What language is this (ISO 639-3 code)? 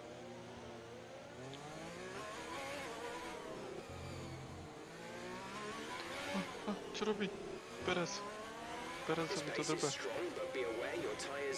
slk